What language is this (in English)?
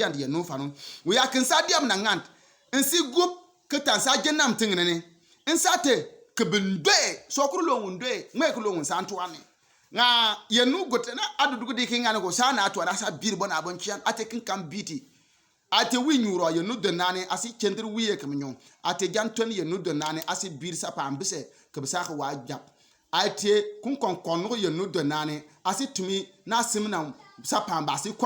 Bimoba